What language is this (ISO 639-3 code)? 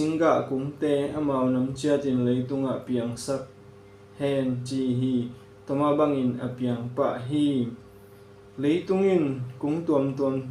ctd